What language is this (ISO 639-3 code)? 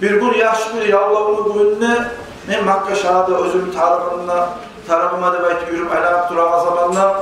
kum